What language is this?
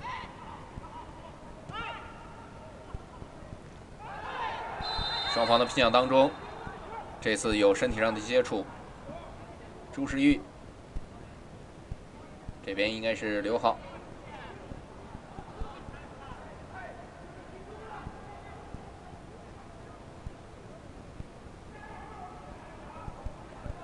Chinese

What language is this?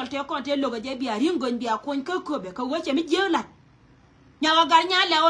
Nuer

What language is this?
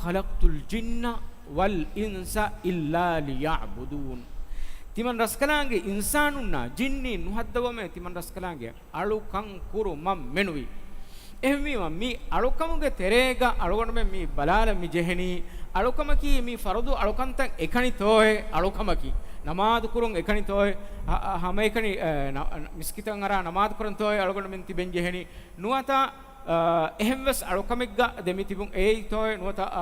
Divehi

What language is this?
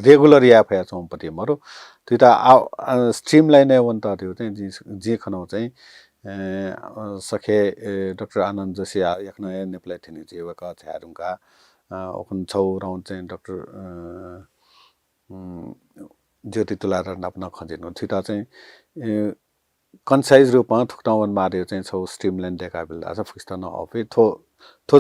Newari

